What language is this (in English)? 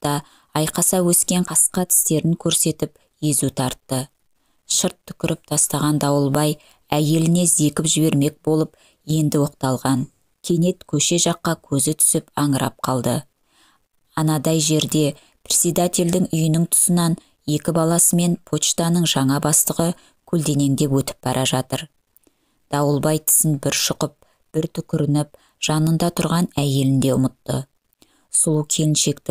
Kazakh